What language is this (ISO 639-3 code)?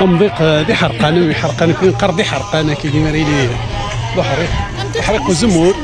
kab